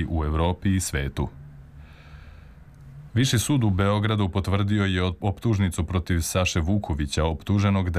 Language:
Serbian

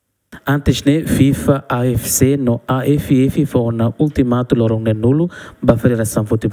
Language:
Tetum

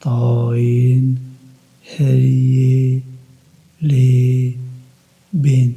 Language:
Kurdish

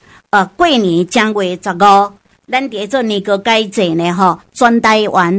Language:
Min Nan Chinese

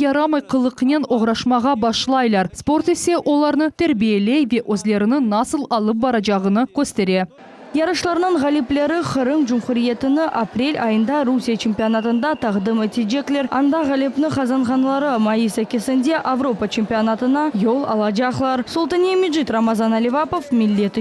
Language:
Crimean Tatar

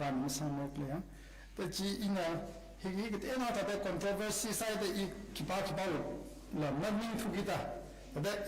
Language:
Tangkhul Naga (India)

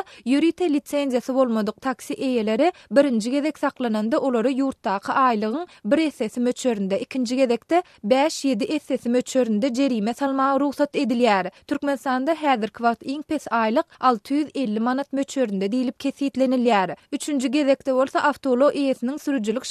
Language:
Turkmen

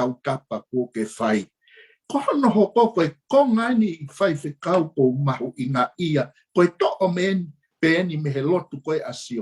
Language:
Tongan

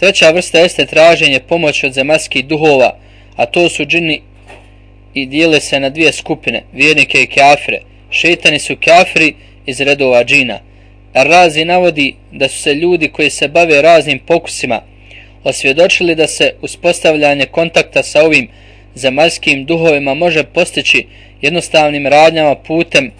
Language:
Bosnian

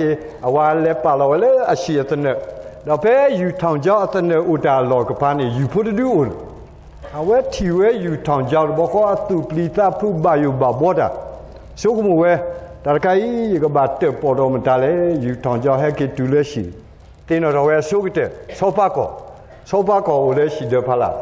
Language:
S'gaw Karen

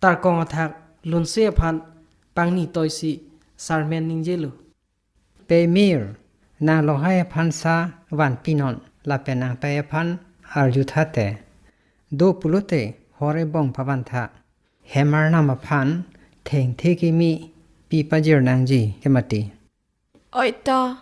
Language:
Karbi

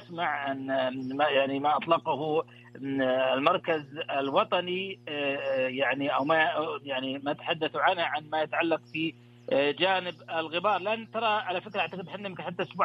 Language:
Najdi Arabic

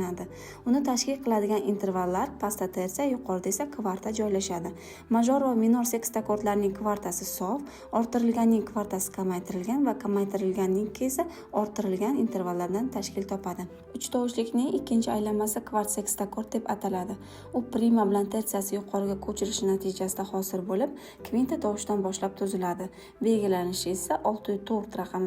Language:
Uzbek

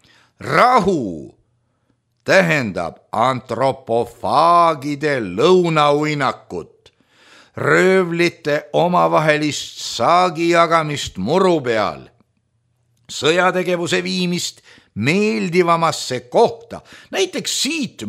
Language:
Estonian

